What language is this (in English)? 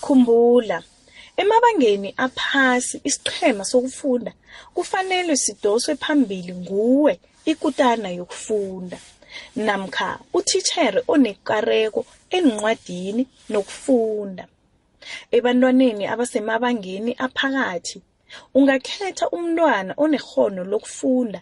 South Ndebele